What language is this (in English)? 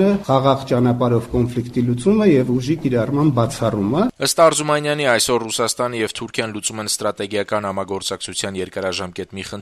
Armenian